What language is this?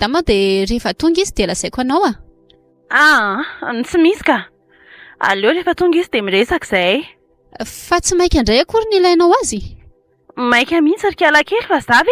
Malagasy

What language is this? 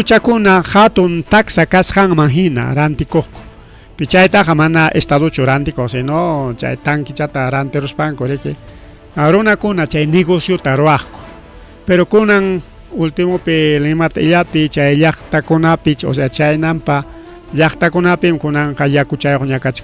Ayacucho Quechua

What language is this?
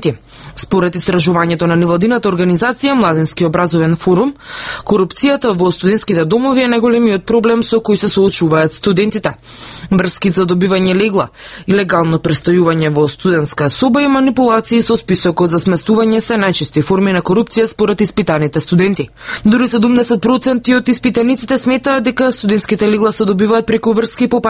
Macedonian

